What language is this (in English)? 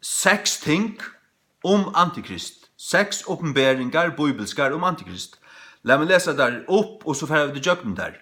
Faroese